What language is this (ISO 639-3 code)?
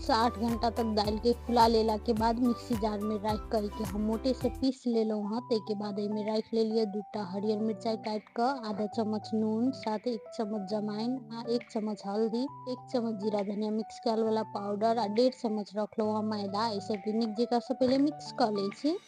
mai